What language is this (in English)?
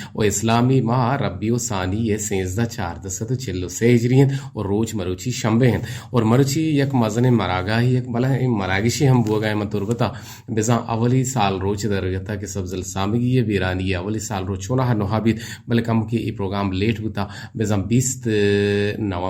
Eastern Balochi